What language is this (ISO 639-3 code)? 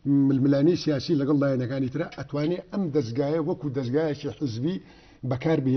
ckb